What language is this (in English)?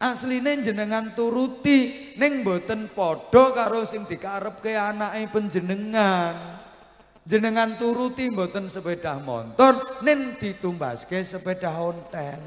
Javanese